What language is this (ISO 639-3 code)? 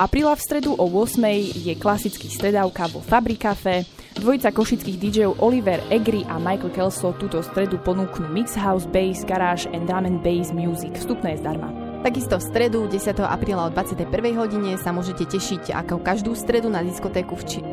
slk